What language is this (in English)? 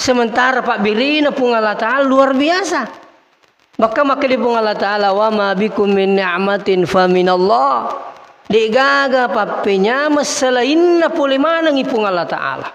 Buginese